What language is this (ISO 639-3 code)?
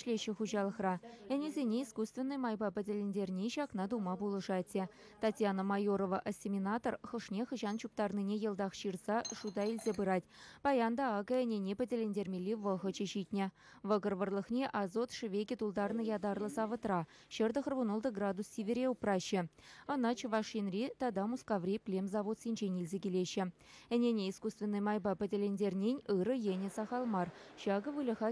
chv